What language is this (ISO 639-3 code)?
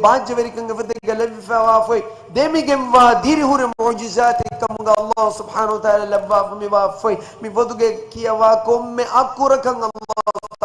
div